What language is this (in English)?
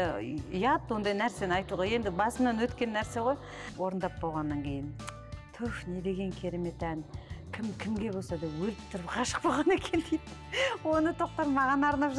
Kazakh